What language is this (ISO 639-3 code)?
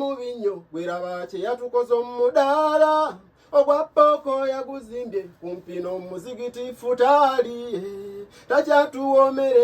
lug